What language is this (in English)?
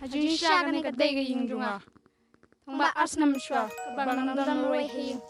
Khasi